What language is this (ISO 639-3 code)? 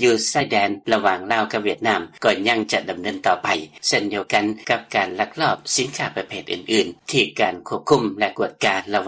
lao